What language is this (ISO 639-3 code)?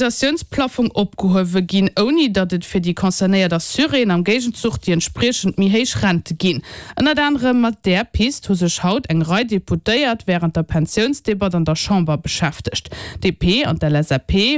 ltz